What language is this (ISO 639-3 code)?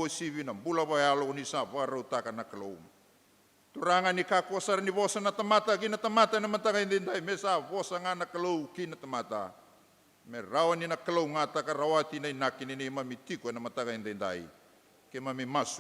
fij